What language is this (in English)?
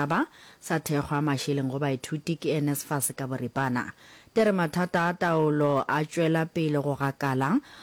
Northern Sotho